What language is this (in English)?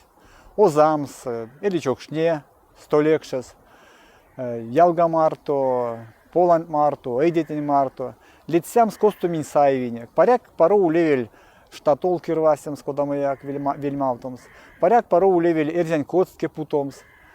Erzya